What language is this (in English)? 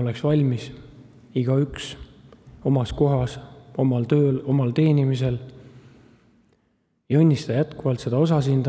Estonian